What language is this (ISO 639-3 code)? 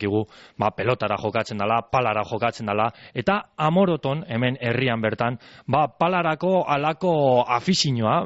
eus